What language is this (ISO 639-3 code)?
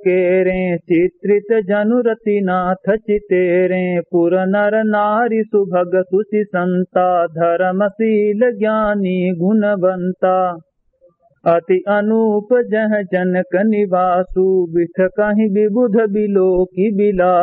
awa